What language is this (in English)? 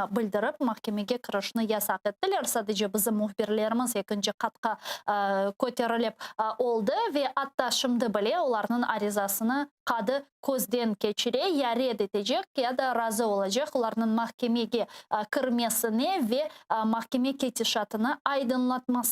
Crimean Tatar